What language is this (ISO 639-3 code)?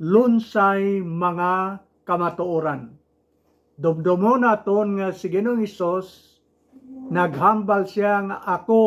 hil